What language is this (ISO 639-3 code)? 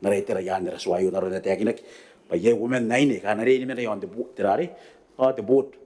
gil